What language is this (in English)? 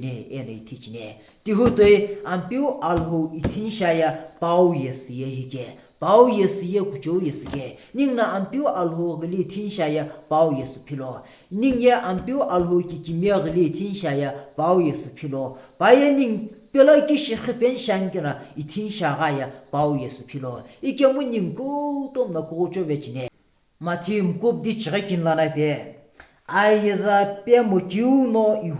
Sumi Naga